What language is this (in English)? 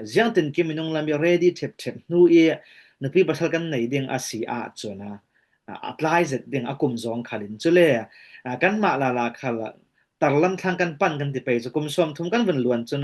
Falam Chin